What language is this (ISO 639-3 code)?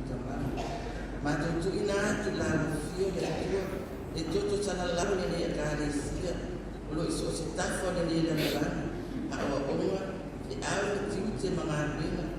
smo